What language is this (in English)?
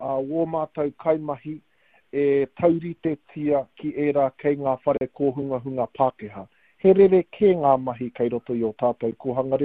Māori